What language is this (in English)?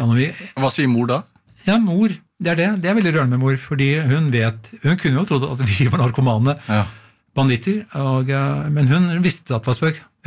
Norwegian